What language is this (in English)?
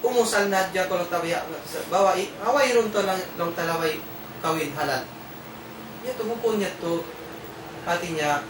Tausug